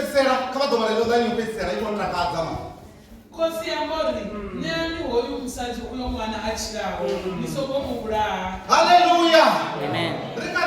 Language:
Venda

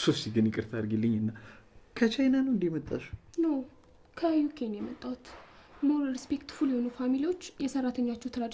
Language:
Amharic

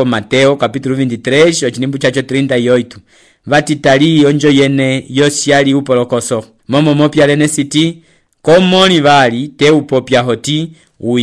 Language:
Umbundu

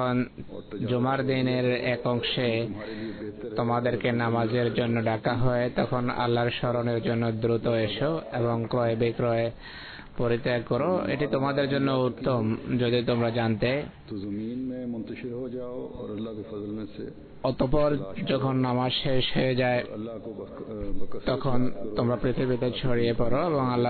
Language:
Bangla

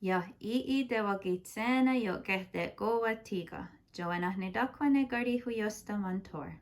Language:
Mohawk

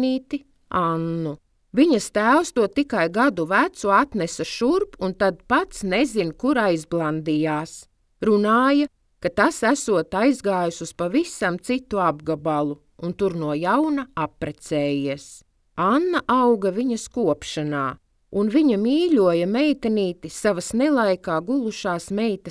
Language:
Latvian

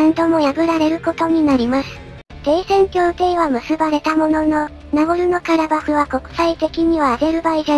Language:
Japanese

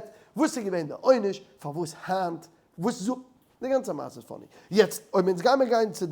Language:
Yiddish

